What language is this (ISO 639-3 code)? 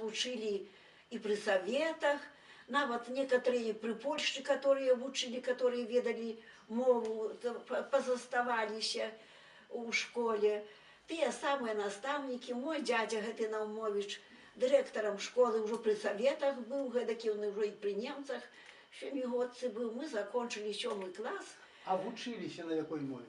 bel